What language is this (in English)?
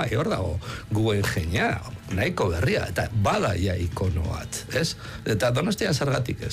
Basque